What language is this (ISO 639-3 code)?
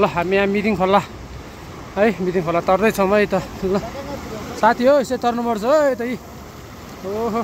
nep